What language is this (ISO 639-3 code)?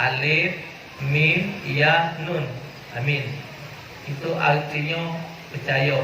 mui